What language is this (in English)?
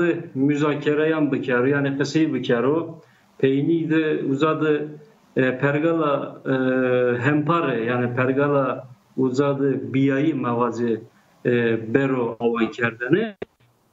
Zaza